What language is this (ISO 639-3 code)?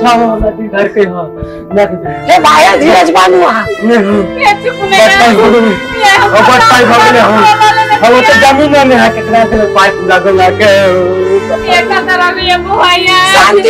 mai